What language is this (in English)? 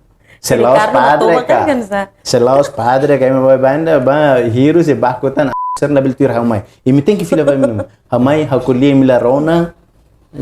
Tetum